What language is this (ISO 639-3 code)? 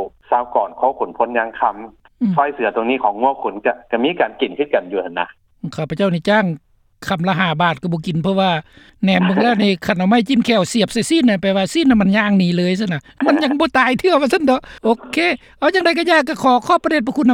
lao